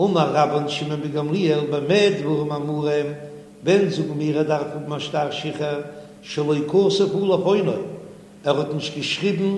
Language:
Yiddish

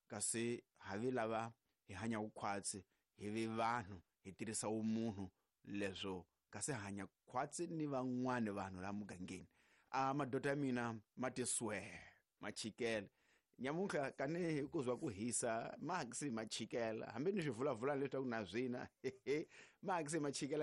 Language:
Tsonga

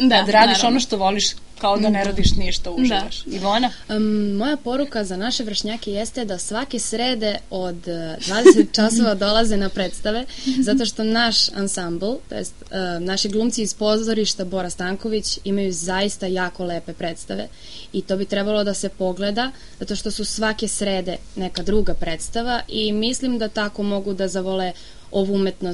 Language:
Serbian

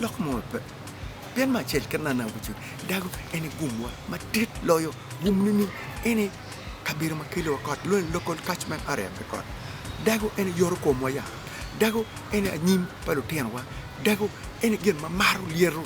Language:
Acoli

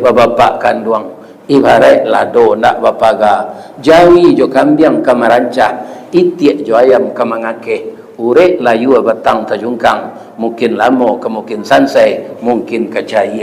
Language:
Minangkabau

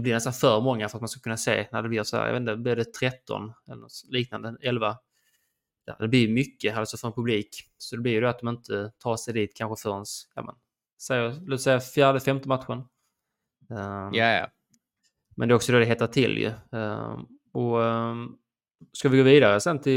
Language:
Swedish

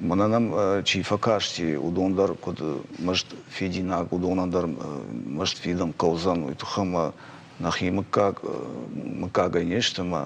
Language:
Ossetic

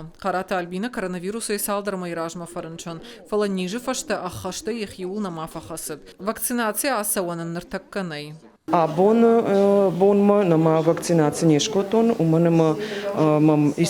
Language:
Ossetic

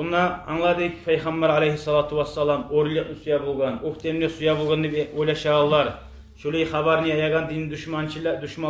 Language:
Kumyk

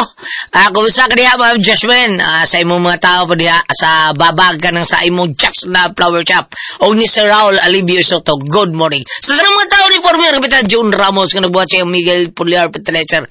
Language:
Cebuano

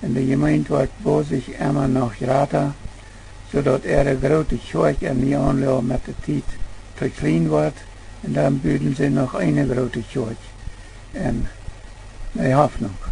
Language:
Plautdietsch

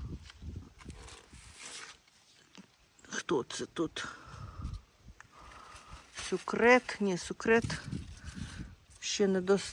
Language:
Ukrainian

